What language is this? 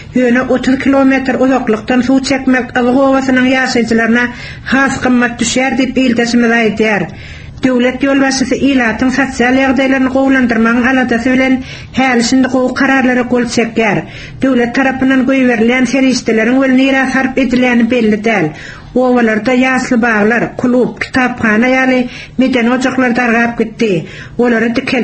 Turkmen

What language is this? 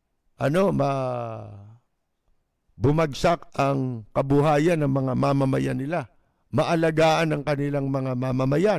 Filipino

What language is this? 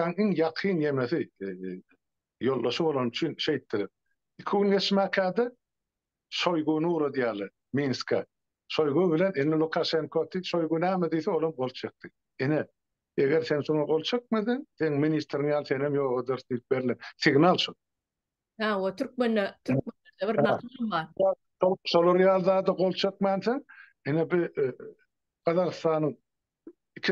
Turkmen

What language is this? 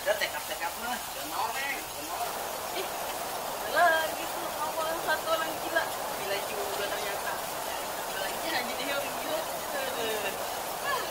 Betawi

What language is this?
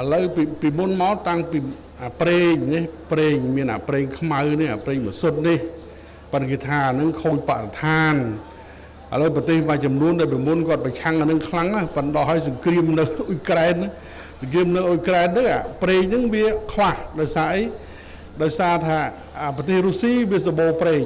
Khmer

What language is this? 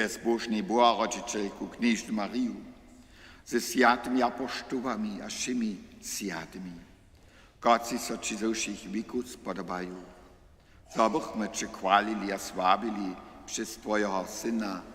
Upper Sorbian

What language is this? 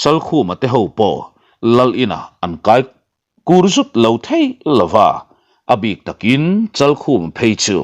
Mizo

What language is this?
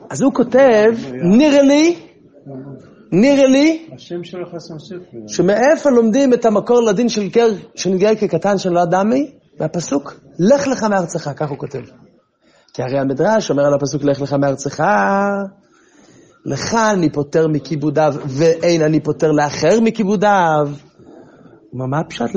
Hebrew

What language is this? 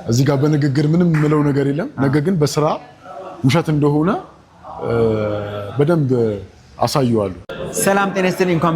Amharic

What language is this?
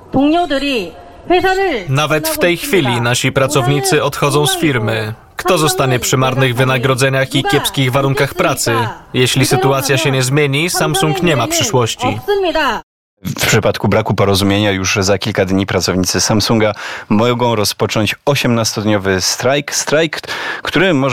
Polish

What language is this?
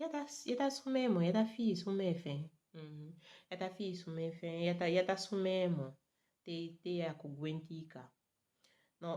Saramaccan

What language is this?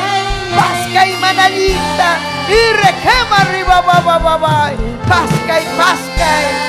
Ayacucho Quechua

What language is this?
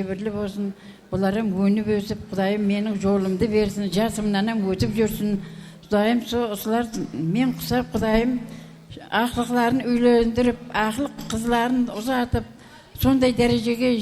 Kara-Kalpak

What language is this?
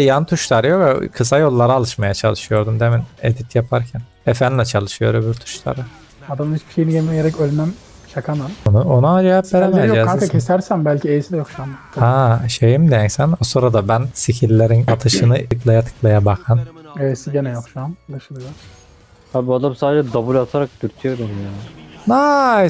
Turkish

